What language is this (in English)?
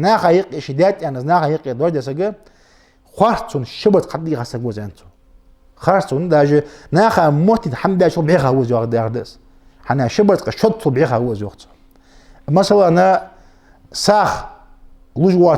Ingush